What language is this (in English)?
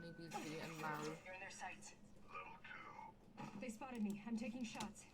Welsh